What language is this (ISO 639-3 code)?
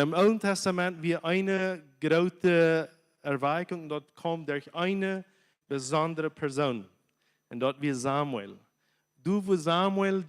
pdt